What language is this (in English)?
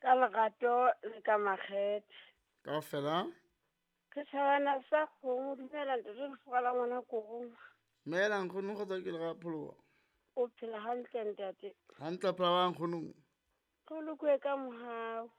Southern Sotho